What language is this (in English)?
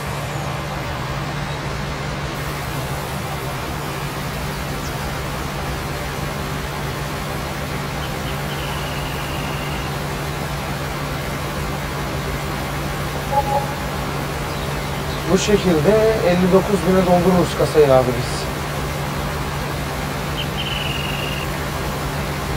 Turkish